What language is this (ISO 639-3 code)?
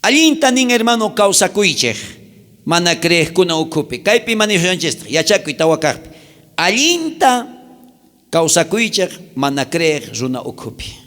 quh